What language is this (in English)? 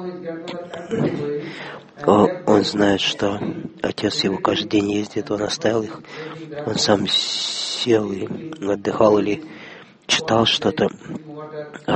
Russian